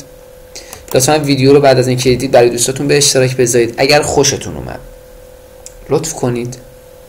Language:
Persian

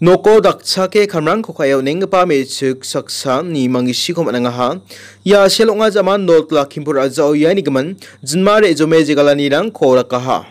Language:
Garo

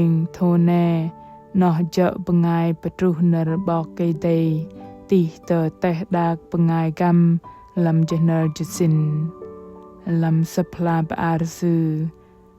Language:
Bahnar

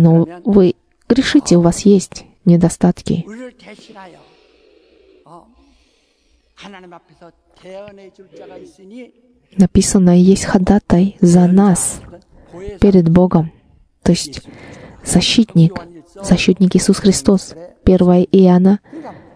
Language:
Russian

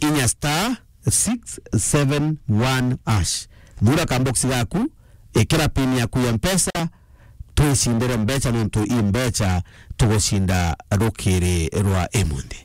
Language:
Meru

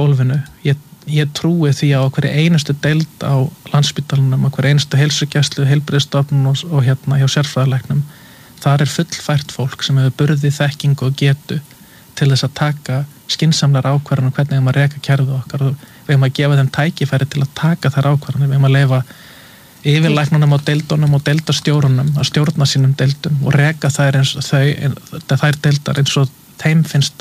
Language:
Icelandic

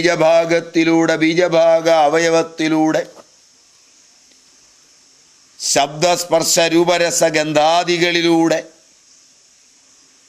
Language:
Malayalam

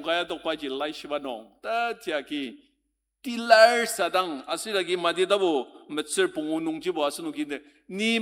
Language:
Ao Naga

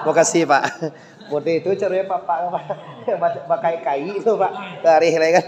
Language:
Minangkabau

